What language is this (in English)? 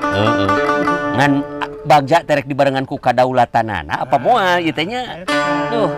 Sundanese